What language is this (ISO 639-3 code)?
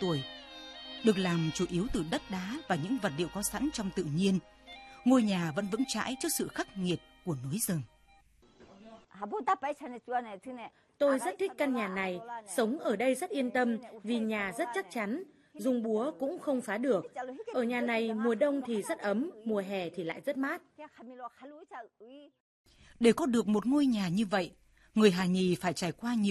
vie